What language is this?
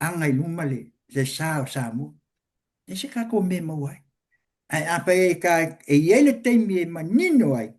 Samoan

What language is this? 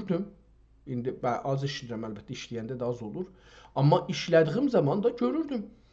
South Azerbaijani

